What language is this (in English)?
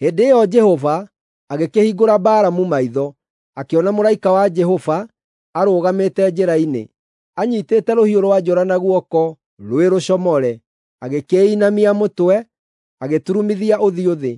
Kikuyu